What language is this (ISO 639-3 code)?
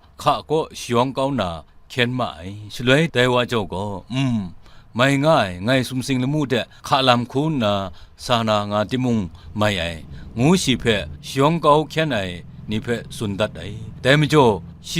kac